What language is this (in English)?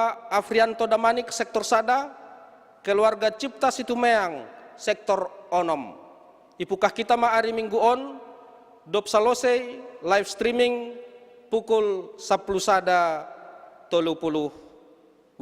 Batak Simalungun